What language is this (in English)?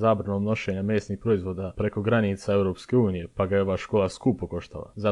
Bosnian